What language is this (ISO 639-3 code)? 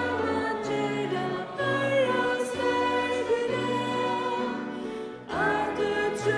fao